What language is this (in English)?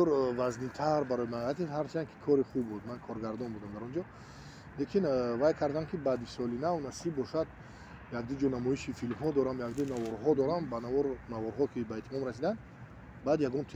Tajik